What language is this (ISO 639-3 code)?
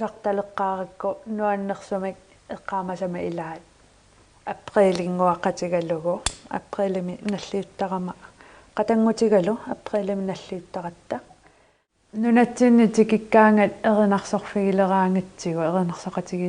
kal